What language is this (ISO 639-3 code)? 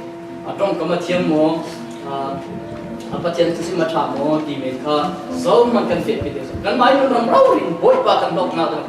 cfm